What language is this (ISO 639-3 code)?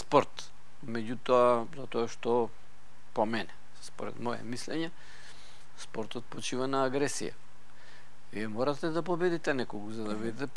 mkd